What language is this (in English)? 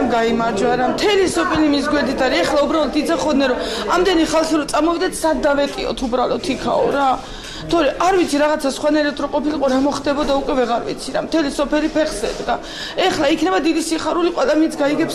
Georgian